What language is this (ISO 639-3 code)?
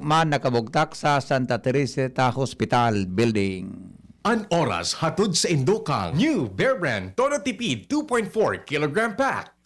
bik